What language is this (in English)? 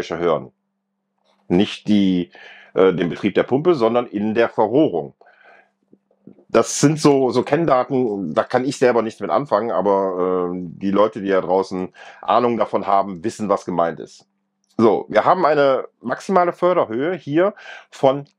German